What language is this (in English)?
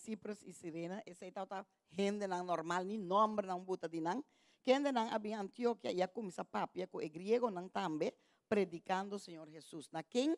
Papiamento